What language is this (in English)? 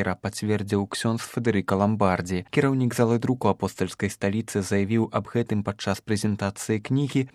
Belarusian